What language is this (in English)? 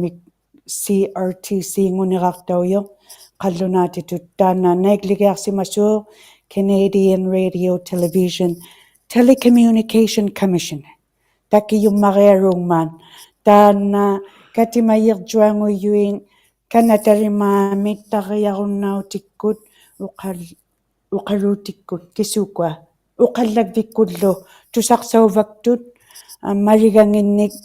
Inuktitut